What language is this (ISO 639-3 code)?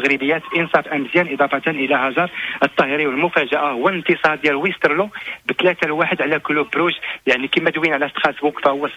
ary